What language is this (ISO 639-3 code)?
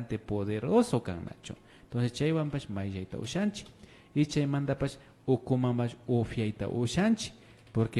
qvi